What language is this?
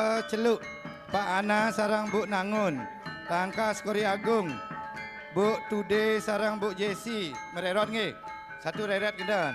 Balinese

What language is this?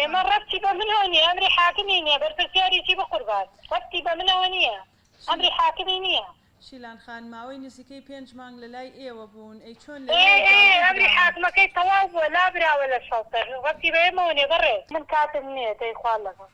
Central Kurdish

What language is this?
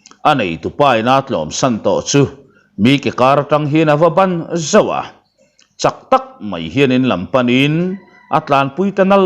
Mizo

